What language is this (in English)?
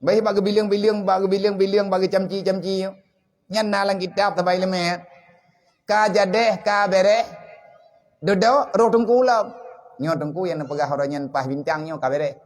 Achinese